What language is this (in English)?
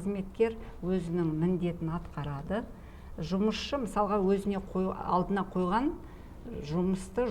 Kazakh